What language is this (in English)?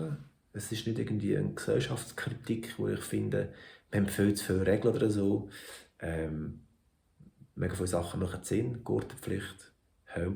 Swiss German